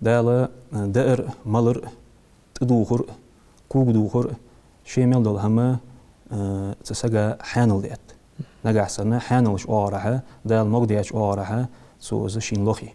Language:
Ingush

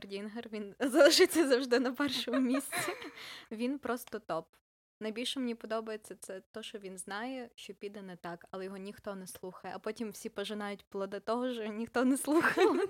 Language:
Ukrainian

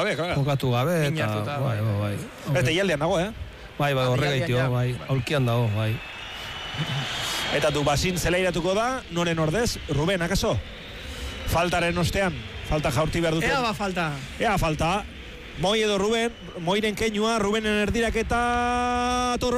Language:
Basque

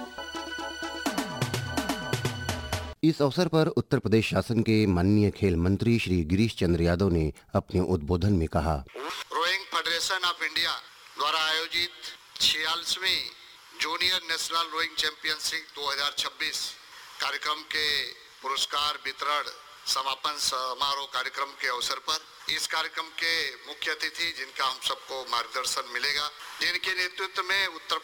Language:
Hindi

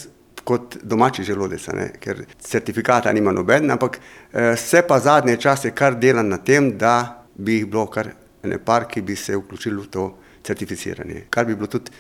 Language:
Slovenian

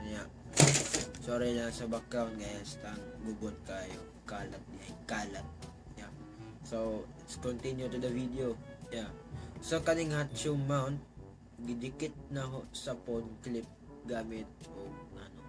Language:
Cebuano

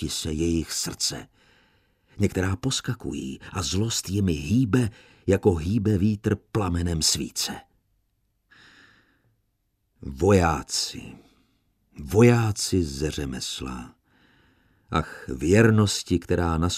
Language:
Czech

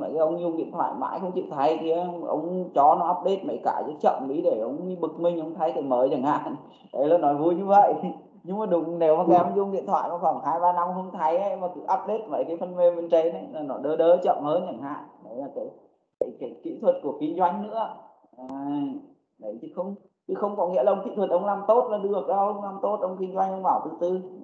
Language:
Vietnamese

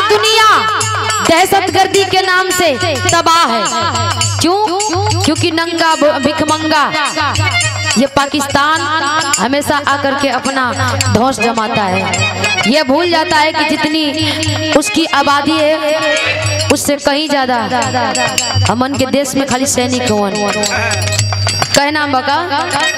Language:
Bhojpuri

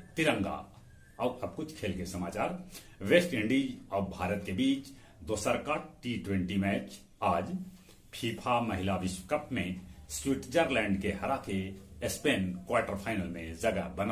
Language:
Magahi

